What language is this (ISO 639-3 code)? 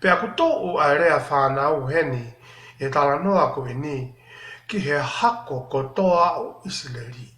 ton